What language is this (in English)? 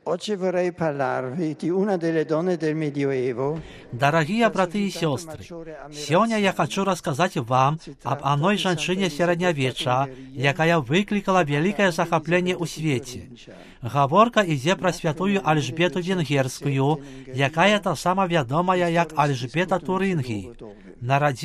Belarusian